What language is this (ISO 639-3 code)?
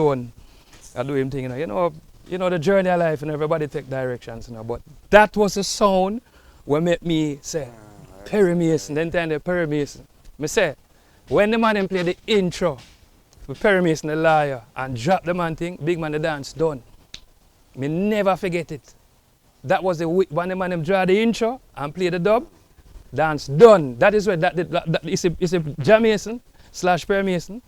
jam